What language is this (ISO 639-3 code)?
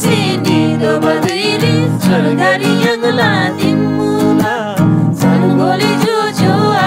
taj